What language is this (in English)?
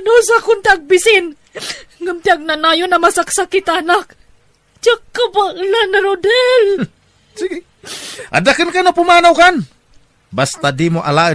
Iloko